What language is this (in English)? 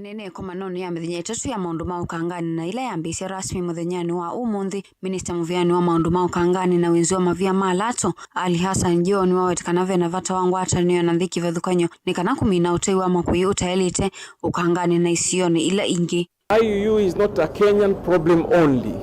Kamba